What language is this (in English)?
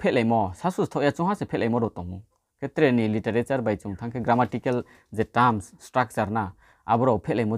Riang (India)